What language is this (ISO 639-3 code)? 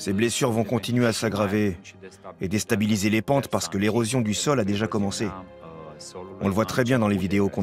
fra